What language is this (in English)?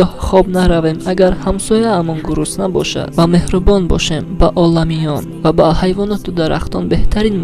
Tajik